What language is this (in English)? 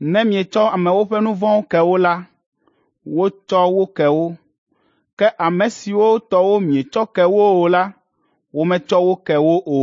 Ewe